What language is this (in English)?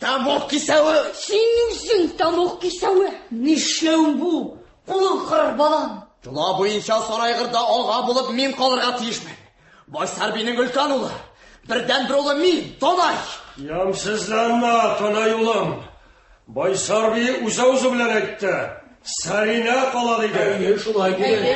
Tatar